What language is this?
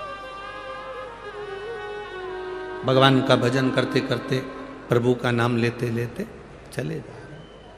Hindi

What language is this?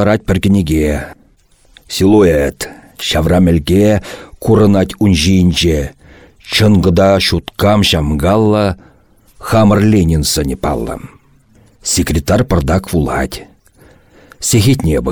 Chuvash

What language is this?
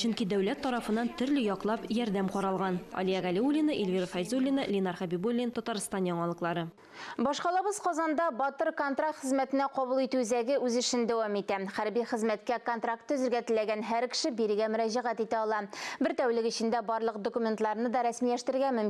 Tatar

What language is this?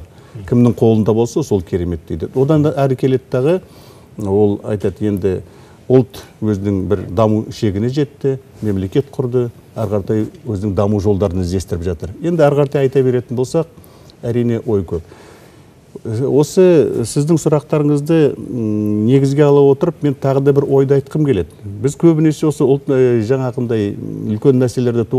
Kazakh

